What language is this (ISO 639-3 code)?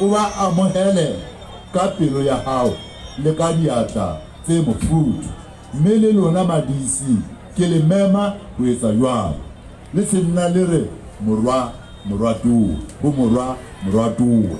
sot